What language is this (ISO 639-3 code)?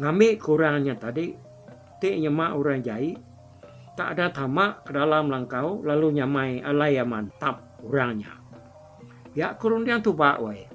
iba